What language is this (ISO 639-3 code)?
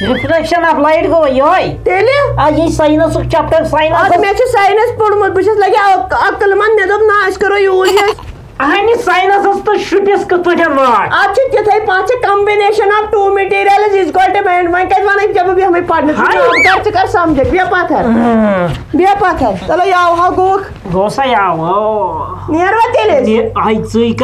kas